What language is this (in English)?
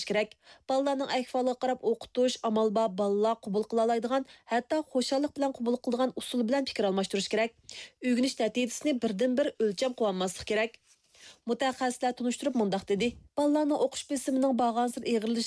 Uyghur